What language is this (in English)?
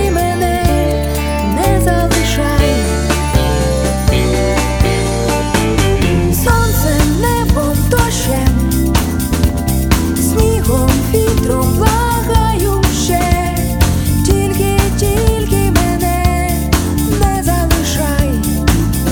Ukrainian